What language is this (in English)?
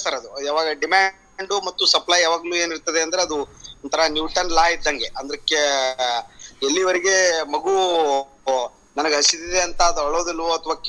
Kannada